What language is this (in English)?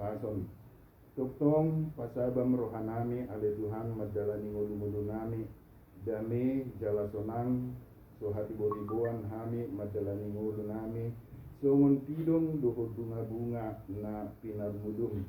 Batak Toba